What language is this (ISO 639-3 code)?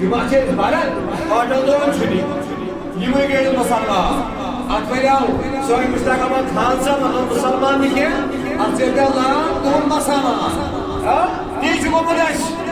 kas